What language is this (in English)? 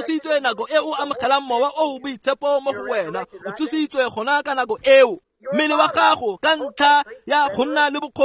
Tswana